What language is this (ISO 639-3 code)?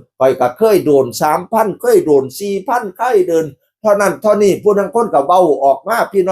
tts